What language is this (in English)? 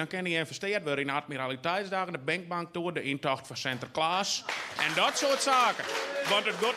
Western Frisian